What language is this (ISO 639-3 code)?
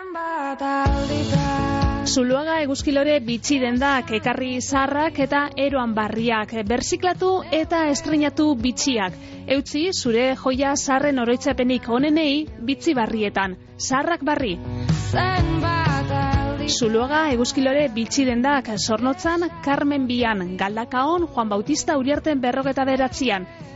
eus